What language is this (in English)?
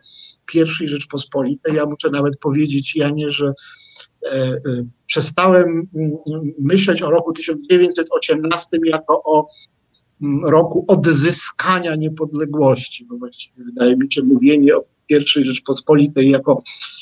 Polish